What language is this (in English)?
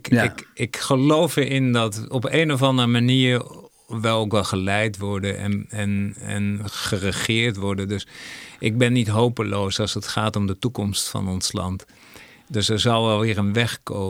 Dutch